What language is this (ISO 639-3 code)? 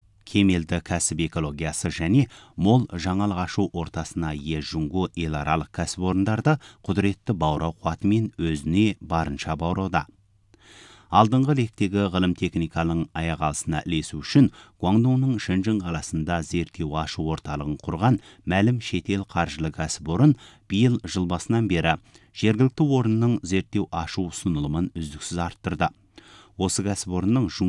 kaz